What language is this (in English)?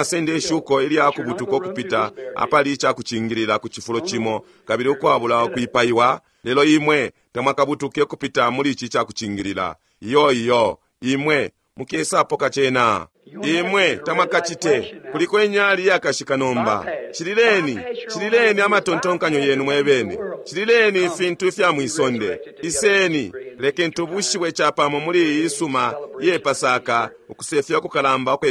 Bemba